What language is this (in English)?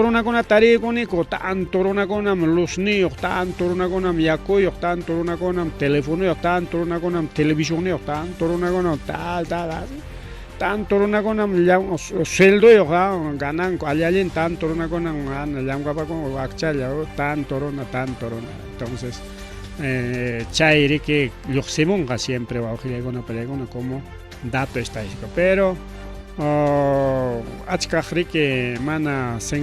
Ayacucho Quechua